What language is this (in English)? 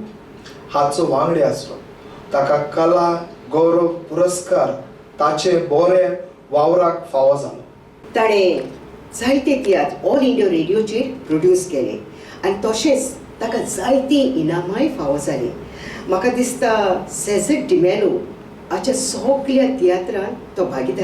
Konkani